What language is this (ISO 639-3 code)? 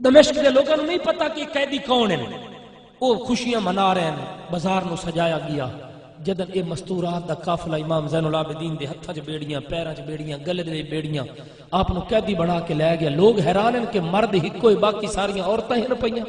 skr